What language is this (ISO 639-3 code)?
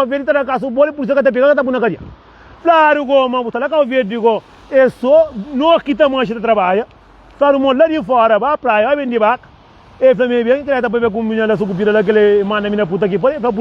kea